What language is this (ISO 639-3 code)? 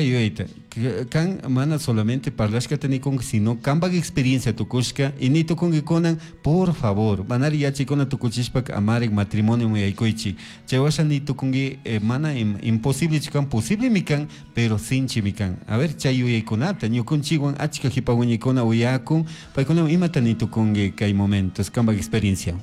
qug